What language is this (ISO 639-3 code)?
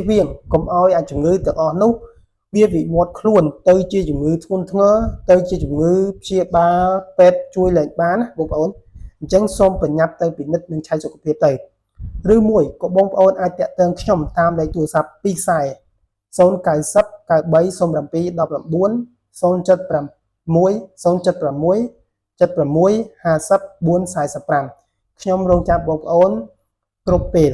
khm